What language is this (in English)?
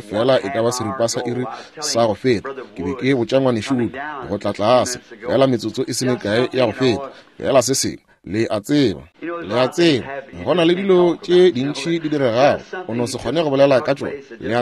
Northern Sotho